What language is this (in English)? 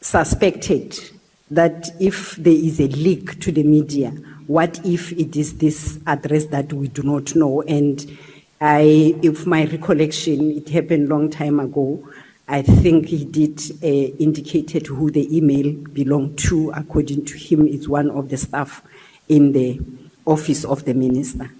Venda